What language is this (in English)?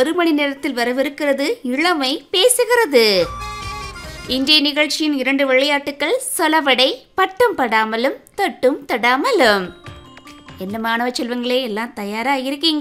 Tamil